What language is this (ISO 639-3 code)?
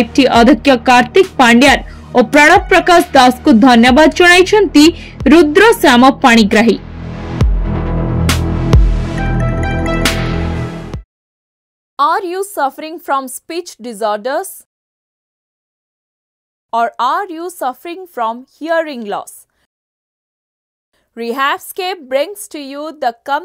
ori